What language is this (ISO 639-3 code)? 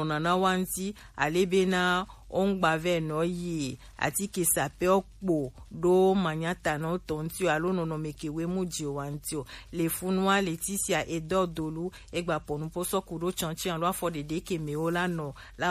gej